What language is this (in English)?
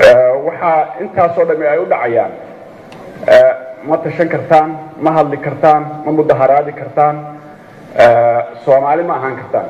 Somali